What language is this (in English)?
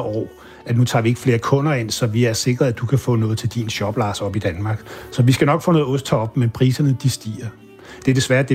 Danish